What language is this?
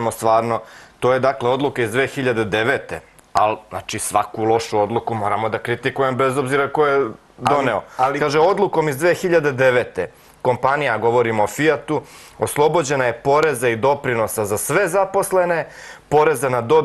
Serbian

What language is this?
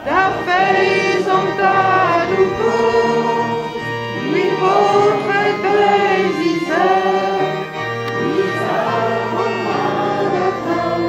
Breton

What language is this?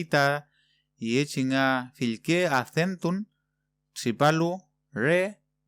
Mapuche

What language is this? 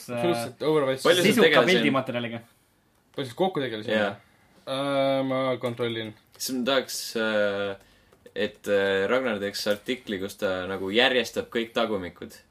Estonian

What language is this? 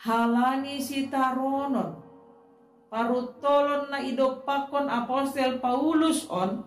Batak Simalungun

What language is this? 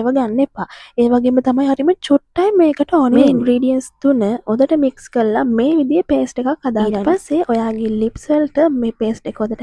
Sinhala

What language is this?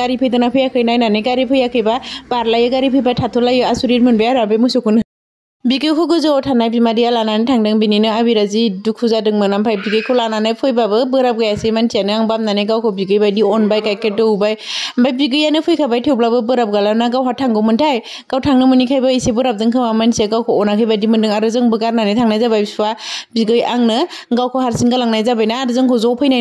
Bodo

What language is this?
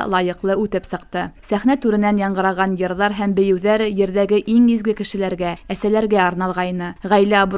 Bashkir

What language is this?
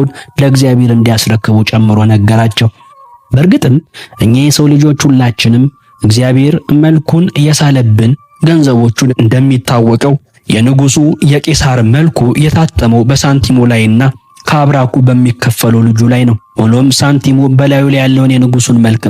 Amharic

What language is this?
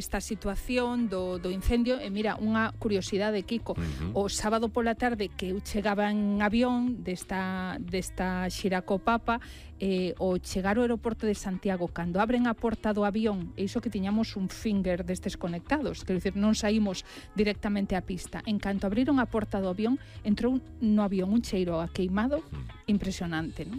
Galician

